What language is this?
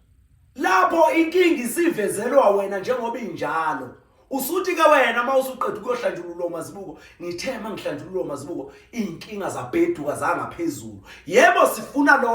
Zulu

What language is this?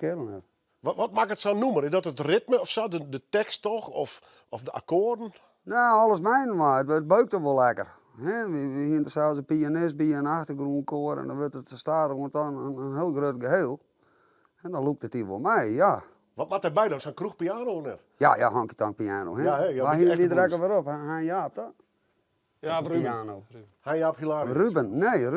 Western Frisian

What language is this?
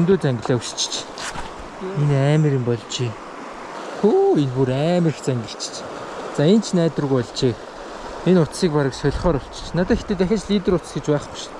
Mongolian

